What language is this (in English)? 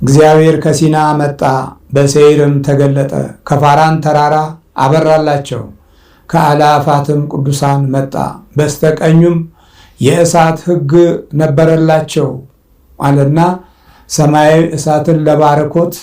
Amharic